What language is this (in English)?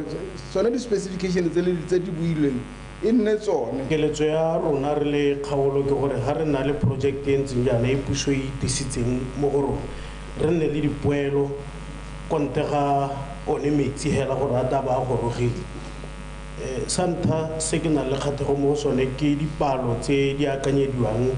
Tswana